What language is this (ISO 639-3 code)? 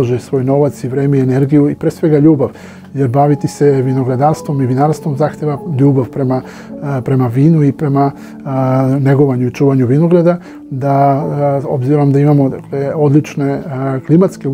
srp